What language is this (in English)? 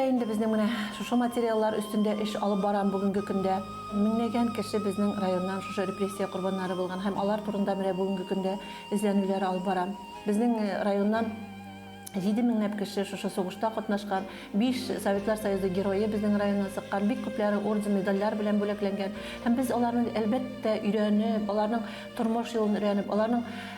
Bashkir